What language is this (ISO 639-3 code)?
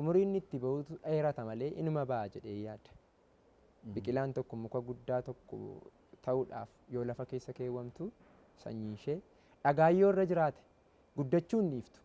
orm